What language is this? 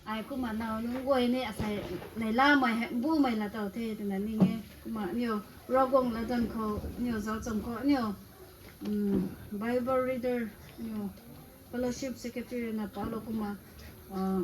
Rongmei Naga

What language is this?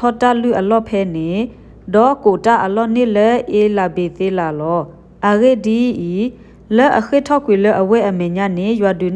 S'gaw Karen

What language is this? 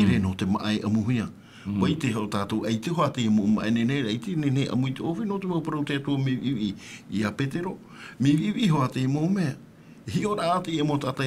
Tahitian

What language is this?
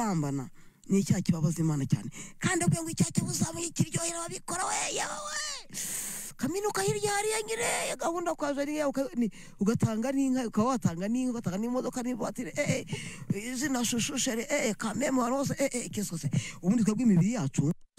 Kinyarwanda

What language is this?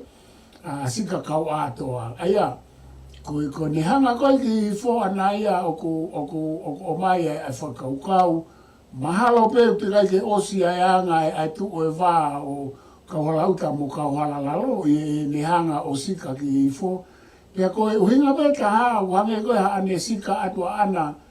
Tongan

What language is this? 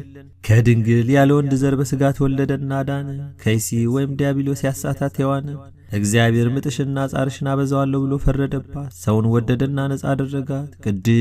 Amharic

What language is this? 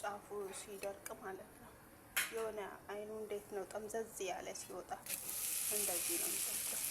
Amharic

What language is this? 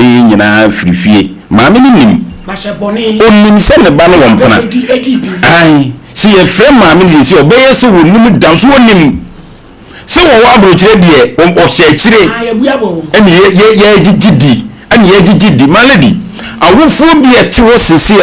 Akan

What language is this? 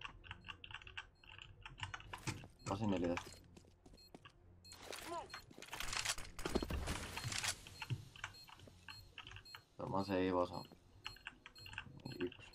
Finnish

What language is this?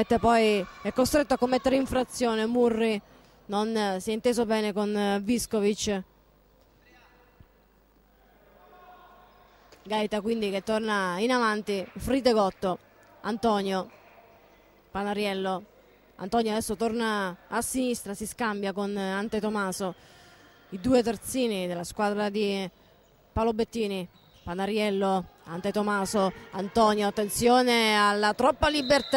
Italian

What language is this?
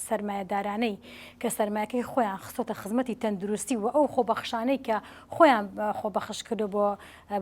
Central Kurdish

